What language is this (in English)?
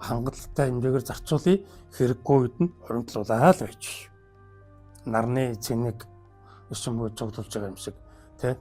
Mongolian